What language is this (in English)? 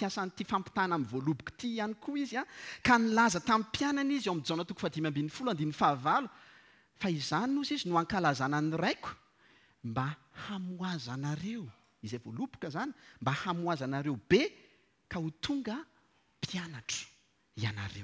Malagasy